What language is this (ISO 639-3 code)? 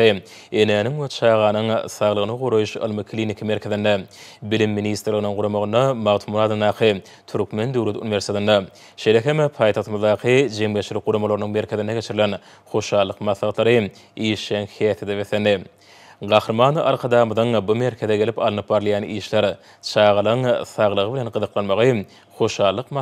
tuk